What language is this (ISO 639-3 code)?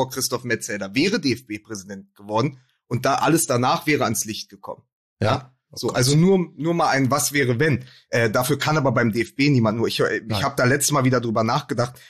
deu